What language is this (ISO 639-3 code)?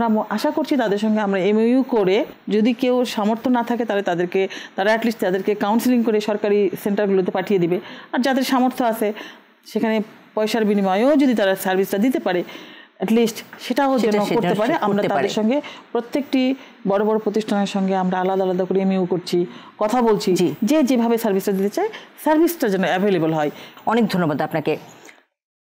ben